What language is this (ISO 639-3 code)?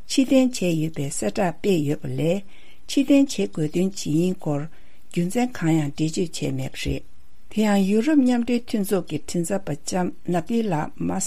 bod